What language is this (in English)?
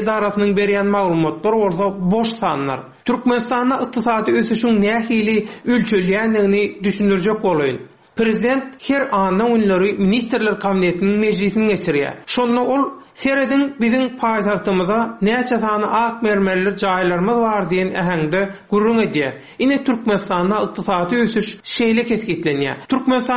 Turkmen